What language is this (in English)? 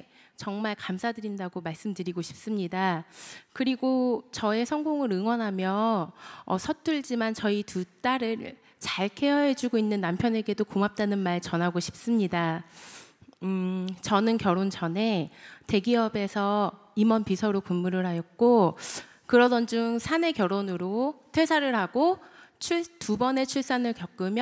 Korean